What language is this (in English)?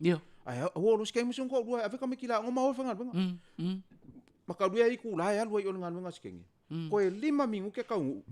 Samoan